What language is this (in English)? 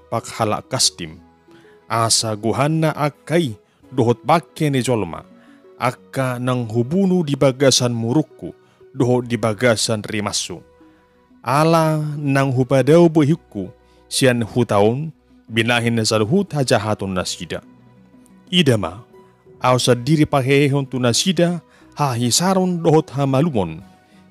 Batak Toba